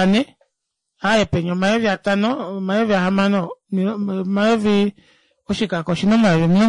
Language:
Kuanyama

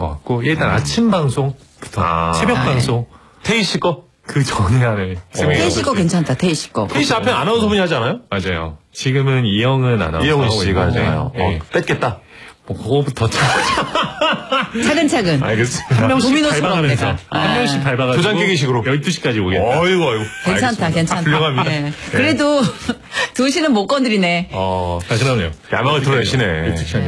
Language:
Korean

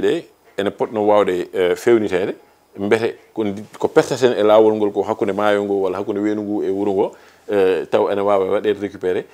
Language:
Fula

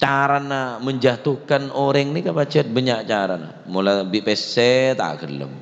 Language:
Madurese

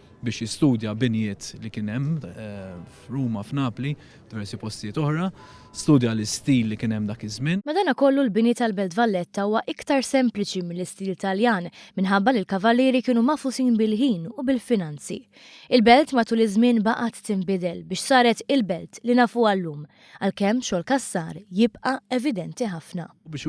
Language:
Maltese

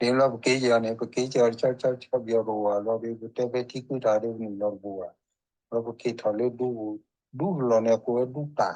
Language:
S'gaw Karen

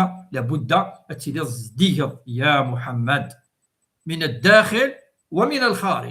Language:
Kabyle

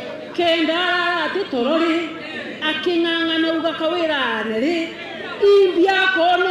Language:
Meru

